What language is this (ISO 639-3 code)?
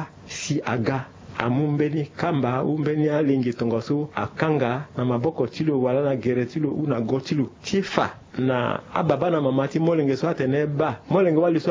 sag